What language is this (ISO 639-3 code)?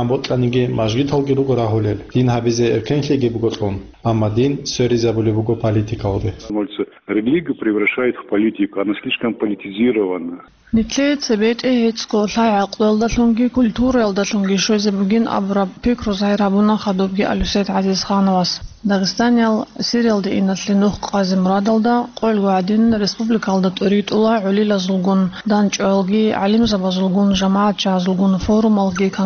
ava